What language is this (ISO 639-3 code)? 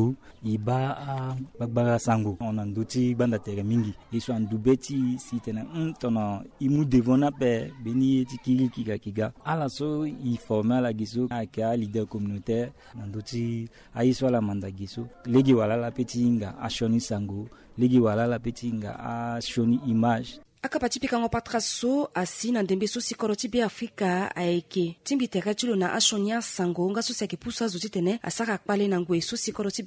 sag